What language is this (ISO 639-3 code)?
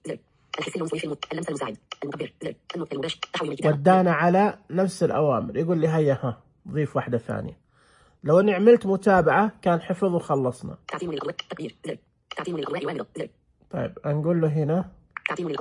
ars